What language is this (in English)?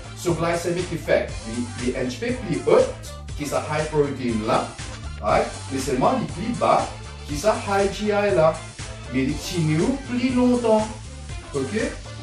Morisyen